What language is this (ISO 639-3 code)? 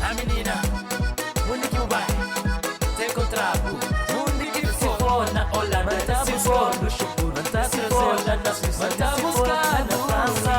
kea